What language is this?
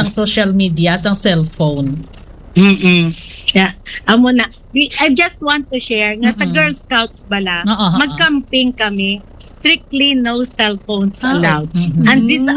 Hiligaynon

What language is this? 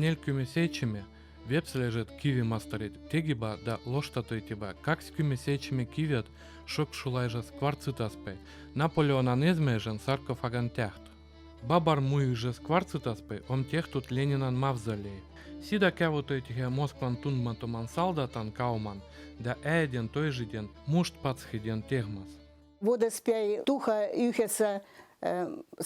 Veps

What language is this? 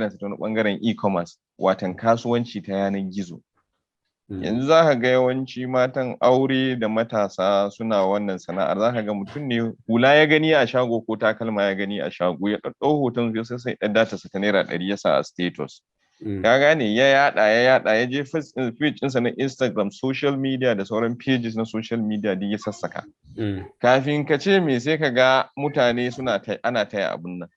Hausa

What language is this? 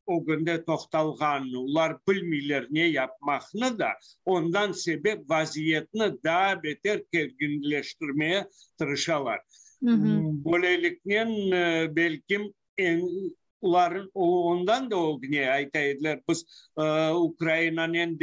Crimean Tatar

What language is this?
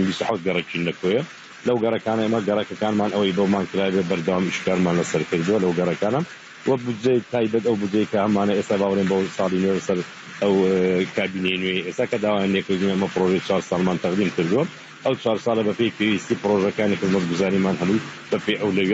Central Kurdish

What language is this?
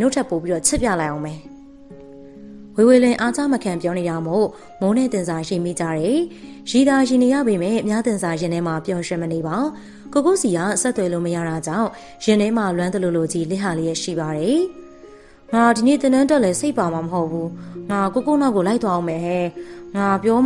Burmese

